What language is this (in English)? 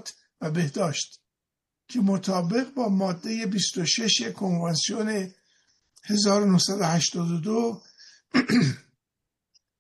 Persian